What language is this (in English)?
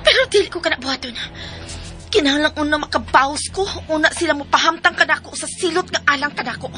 Cebuano